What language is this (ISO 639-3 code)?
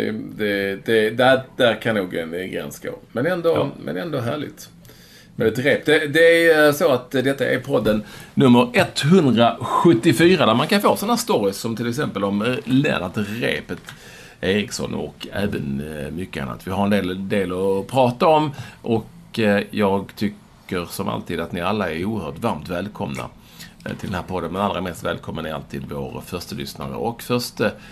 swe